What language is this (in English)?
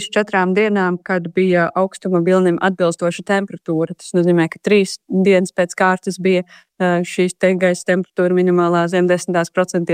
Latvian